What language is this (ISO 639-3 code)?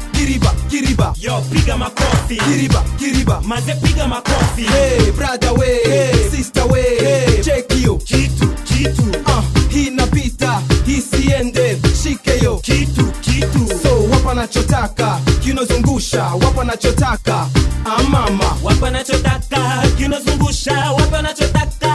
swa